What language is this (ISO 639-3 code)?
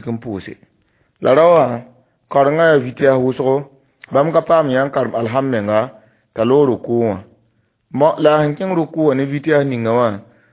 mos